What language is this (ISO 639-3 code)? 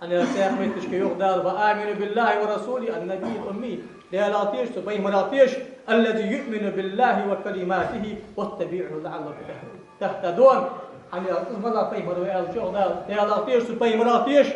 inh